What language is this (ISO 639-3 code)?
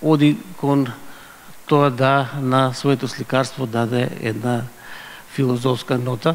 mkd